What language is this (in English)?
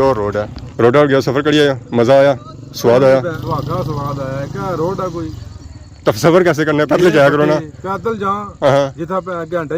Pahari-Potwari